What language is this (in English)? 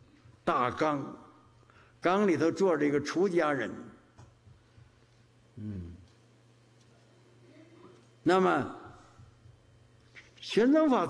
Chinese